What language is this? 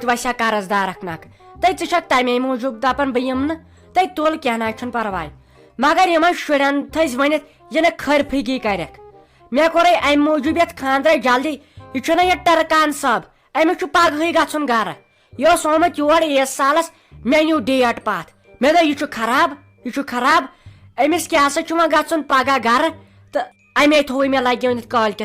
Kashmiri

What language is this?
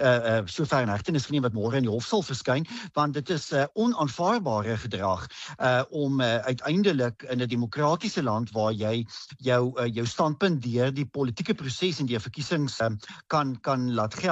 Afrikaans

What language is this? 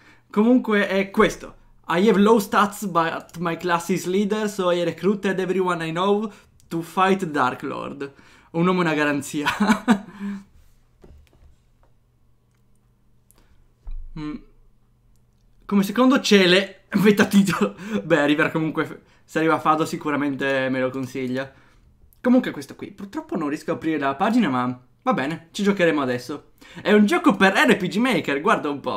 Italian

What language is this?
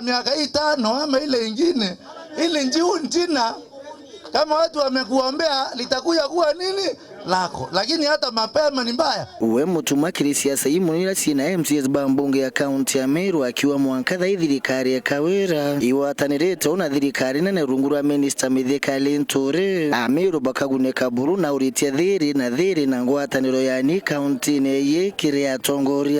Meru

